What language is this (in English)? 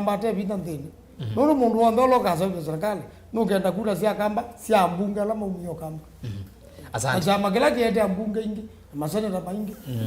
Kamba